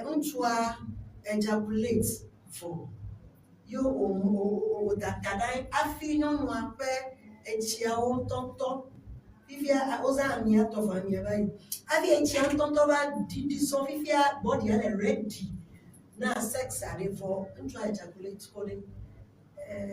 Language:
Ewe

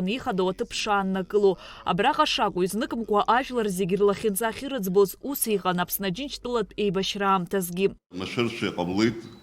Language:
Abkhazian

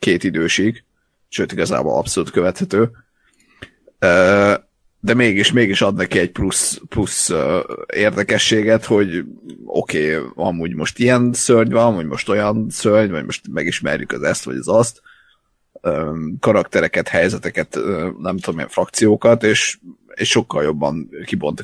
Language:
Hungarian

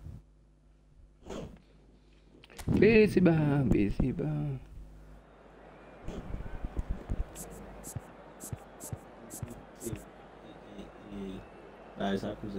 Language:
French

